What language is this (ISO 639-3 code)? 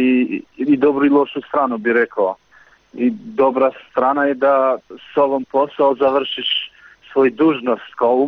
srp